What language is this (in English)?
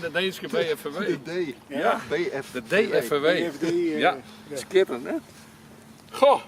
Western Frisian